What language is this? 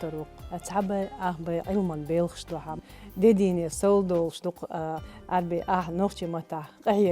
Chechen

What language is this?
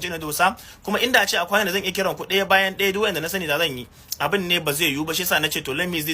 Hausa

